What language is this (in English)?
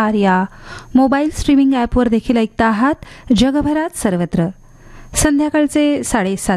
Marathi